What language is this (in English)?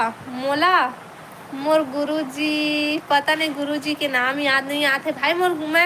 Chhattisgarhi